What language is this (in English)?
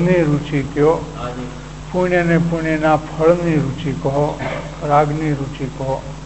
Gujarati